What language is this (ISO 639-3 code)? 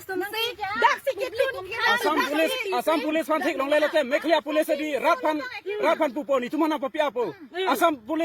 mjw